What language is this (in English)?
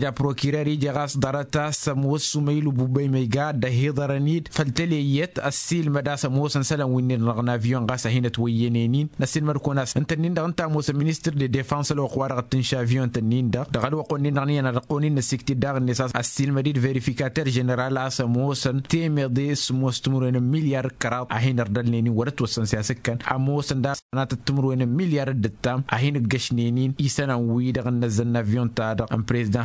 Tamasheq